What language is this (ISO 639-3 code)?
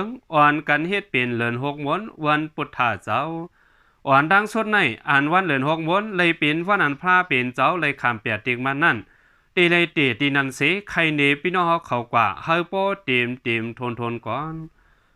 shn